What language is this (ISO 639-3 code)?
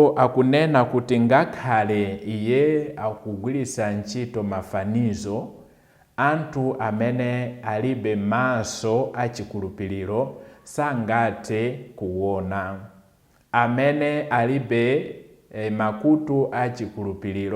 nya